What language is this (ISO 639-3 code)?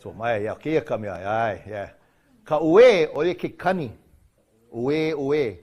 haw